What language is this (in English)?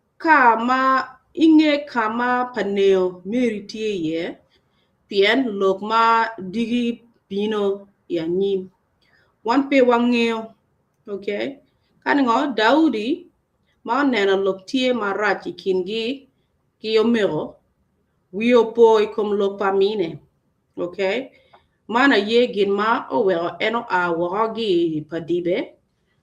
Acoli